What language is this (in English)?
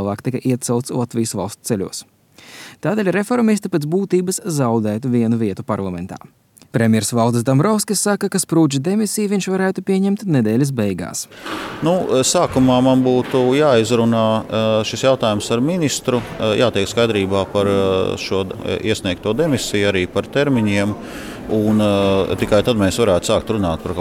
Latvian